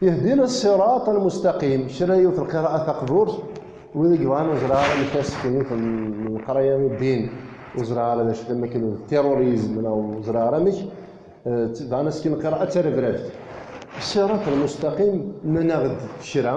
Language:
Kabyle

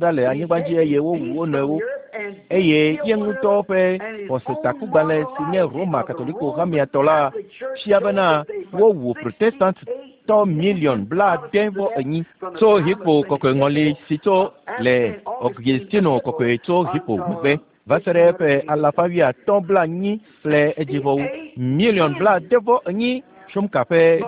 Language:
Ewe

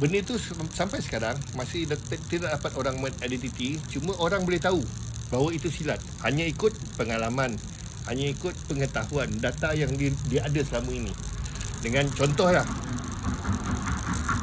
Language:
Malay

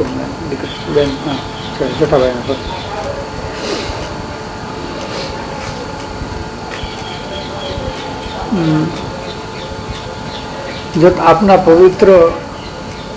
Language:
Gujarati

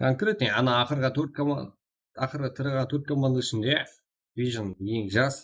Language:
Kara-Kalpak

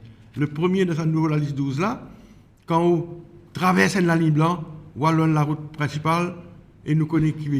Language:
Morisyen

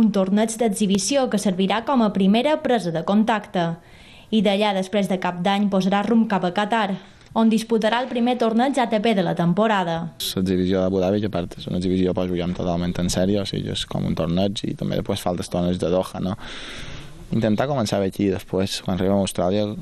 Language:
Catalan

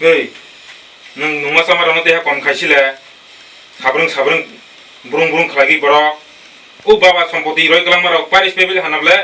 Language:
Kok Borok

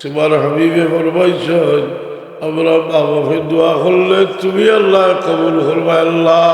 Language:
Sylheti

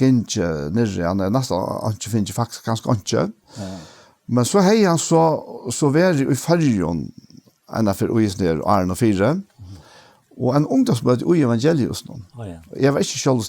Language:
Faroese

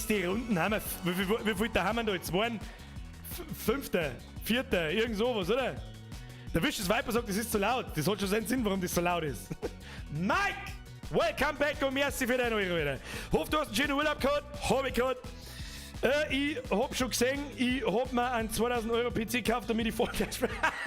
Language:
Bavarian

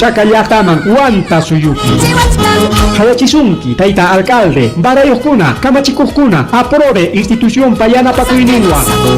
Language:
Ayacucho Quechua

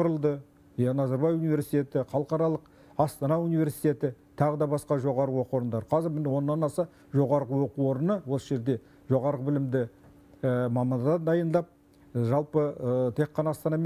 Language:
Kazakh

